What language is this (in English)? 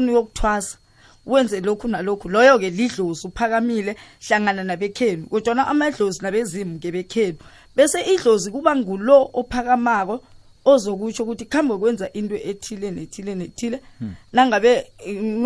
South Ndebele